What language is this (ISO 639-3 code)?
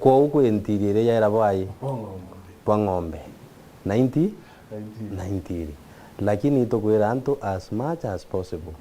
mer